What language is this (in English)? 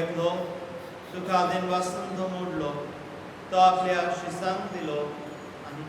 Konkani